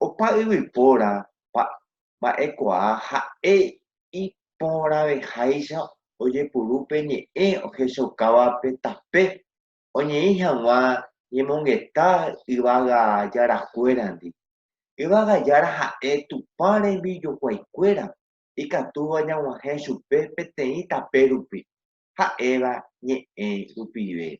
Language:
Guarani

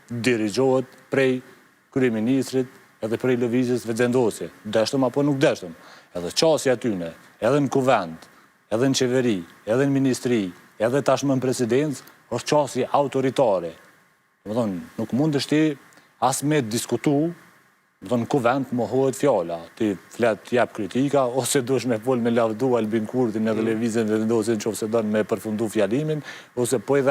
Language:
Albanian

